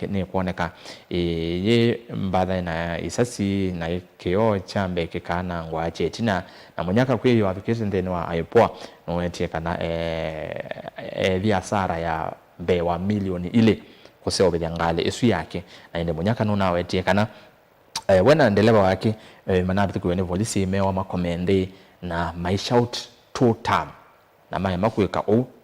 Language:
Kamba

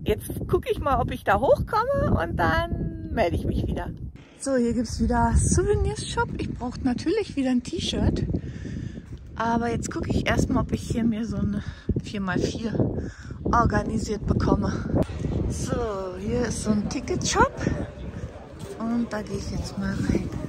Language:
German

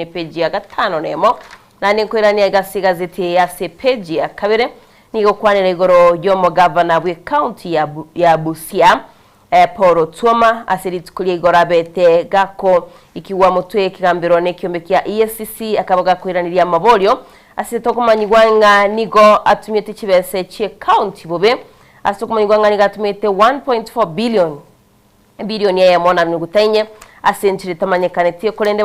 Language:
Gusii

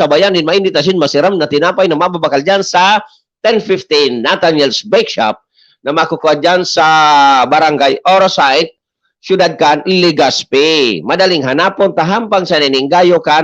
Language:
Bikol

